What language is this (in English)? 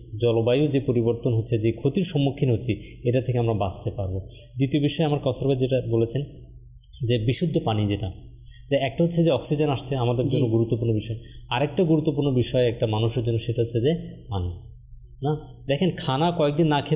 Bangla